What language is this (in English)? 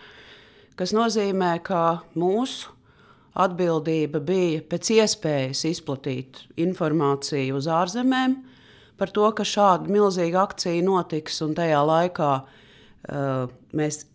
Latvian